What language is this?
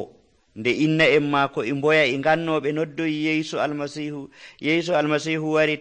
Nigerian Fulfulde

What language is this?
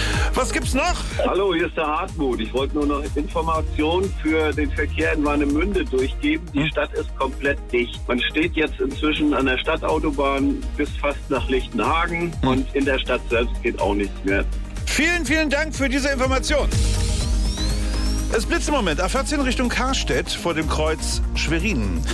German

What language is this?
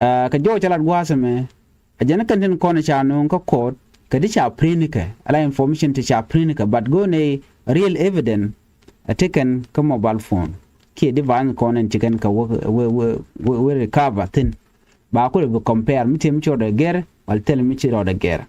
Nuer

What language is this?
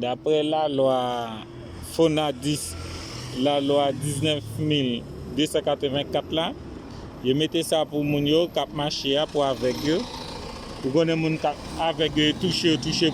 Haitian Creole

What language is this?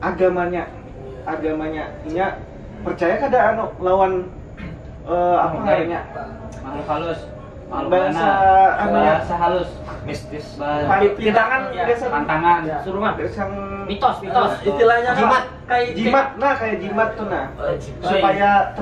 Banjar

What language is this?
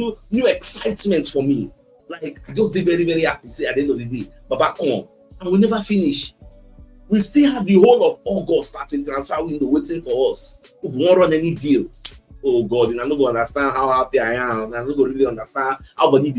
Nigerian Pidgin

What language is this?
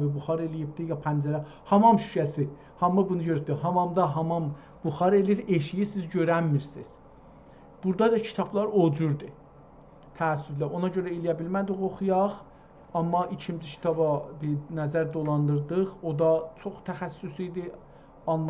South Azerbaijani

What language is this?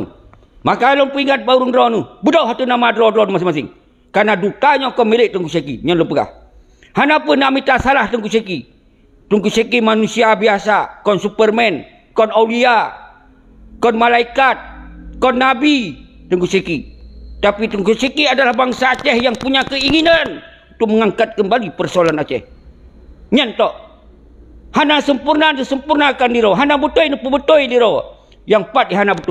Achinese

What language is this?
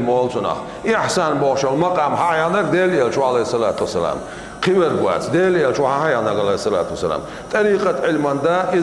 Chechen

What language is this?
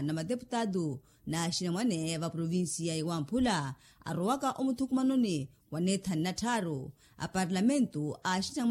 Makhuwa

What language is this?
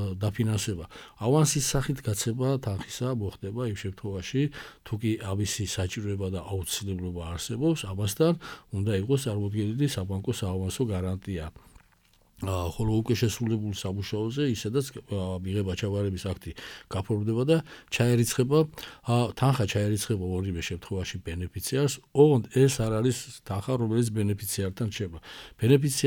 Georgian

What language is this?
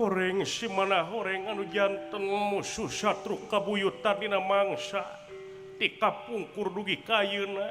Sundanese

